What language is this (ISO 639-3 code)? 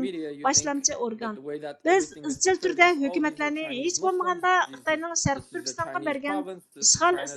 uig